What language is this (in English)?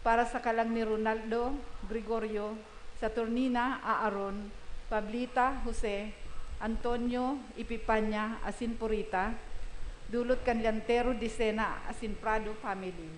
Bikol